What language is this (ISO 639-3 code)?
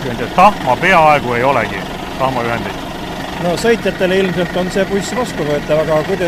est